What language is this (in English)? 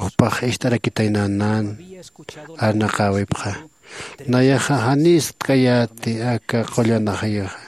Aymara